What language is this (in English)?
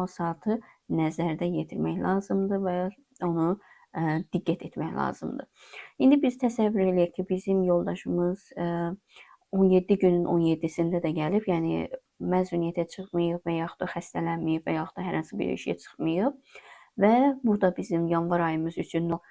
Azerbaijani